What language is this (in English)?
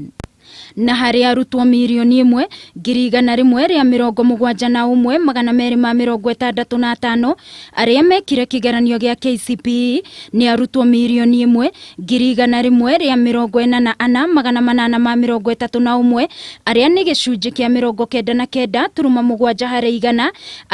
Kikuyu